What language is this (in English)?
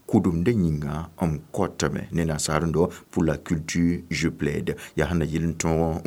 Mossi